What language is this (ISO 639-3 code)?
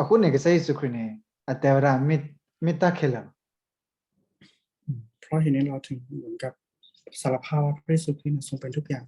ksw